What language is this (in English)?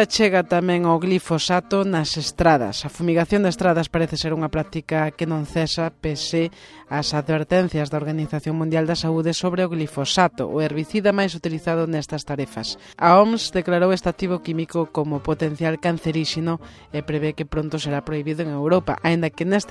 Galician